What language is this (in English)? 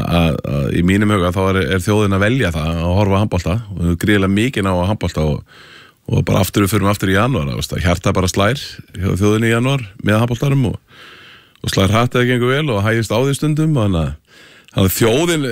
Icelandic